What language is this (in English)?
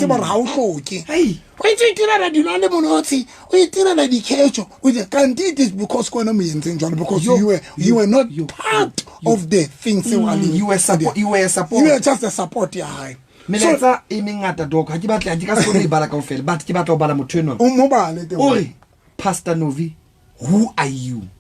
Southern Sotho